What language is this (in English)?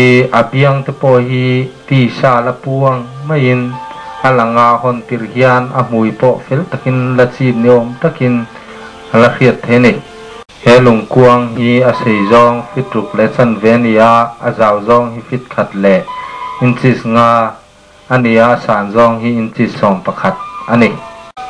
Mizo